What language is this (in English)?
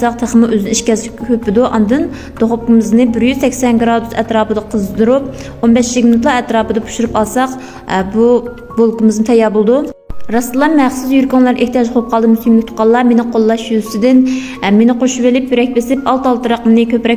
Uyghur